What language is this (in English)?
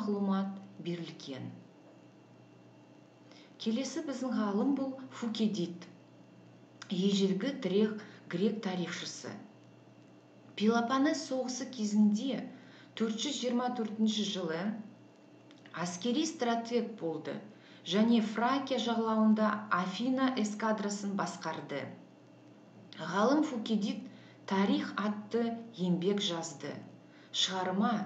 Kazakh